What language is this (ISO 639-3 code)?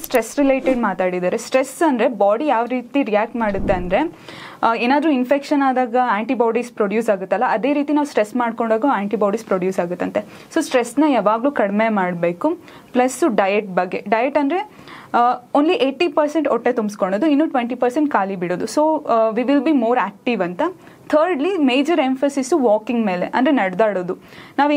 kan